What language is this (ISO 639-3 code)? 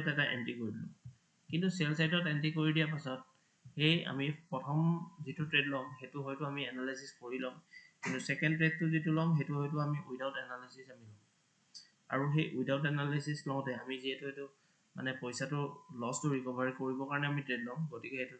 asm